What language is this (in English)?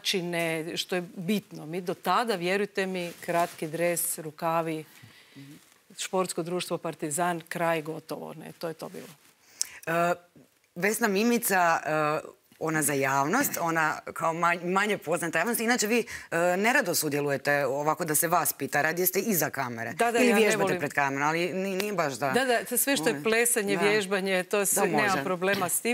Croatian